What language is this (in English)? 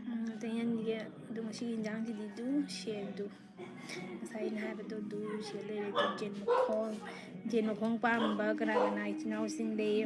Manipuri